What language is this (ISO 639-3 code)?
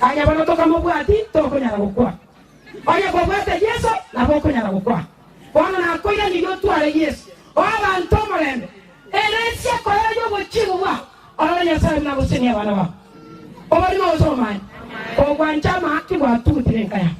guz